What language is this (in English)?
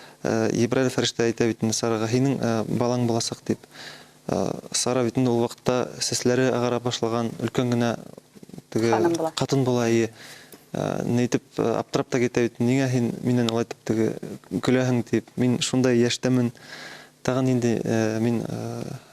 Bashkir